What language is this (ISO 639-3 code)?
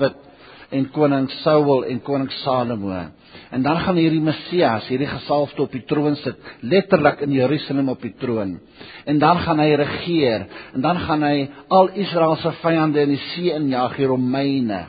afr